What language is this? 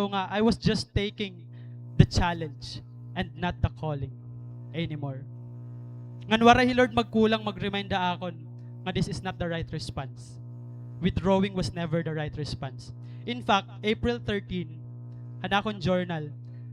Waray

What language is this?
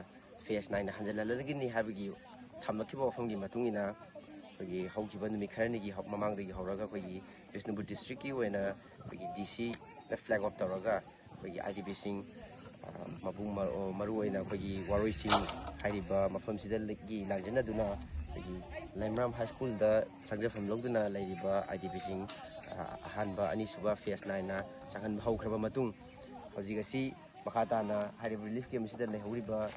Manipuri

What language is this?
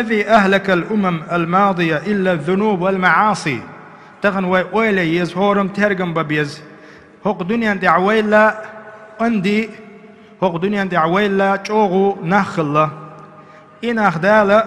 Chechen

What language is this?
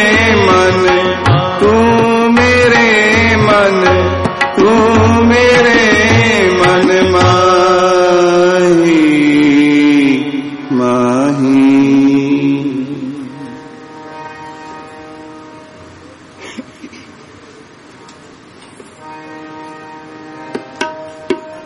Hindi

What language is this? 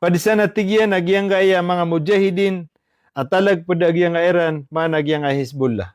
Maranao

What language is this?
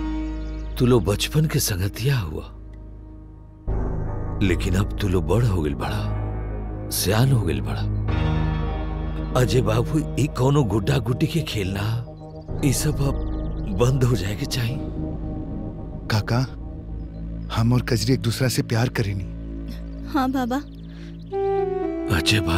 Bhojpuri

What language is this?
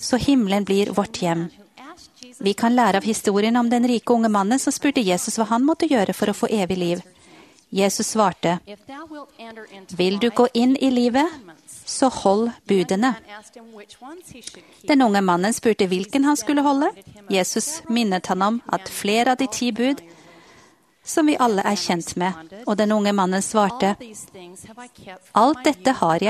Norwegian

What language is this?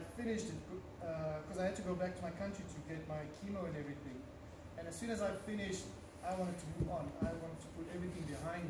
English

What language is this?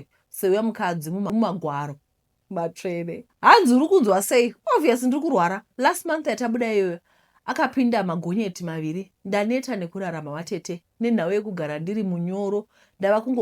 Shona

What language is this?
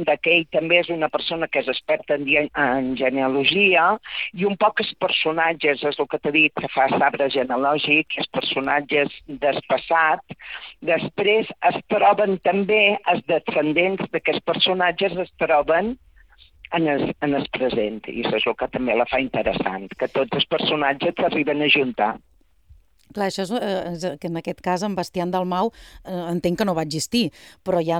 Catalan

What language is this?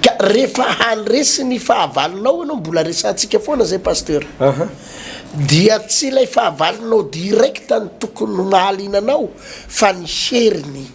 Malagasy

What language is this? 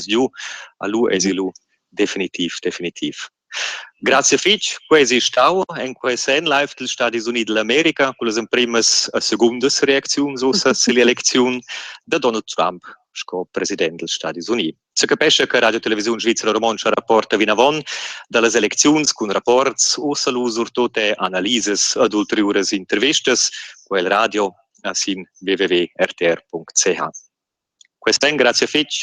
Romansh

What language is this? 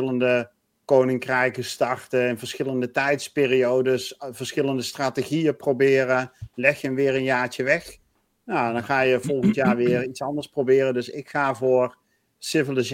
Dutch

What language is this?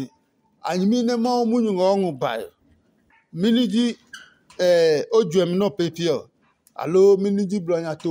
Adangme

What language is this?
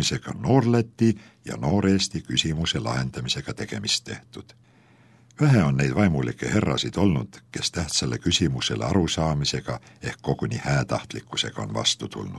Estonian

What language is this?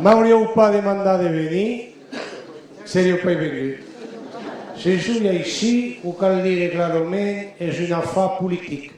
Occitan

